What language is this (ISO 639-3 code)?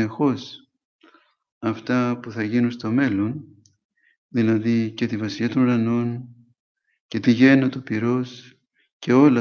ell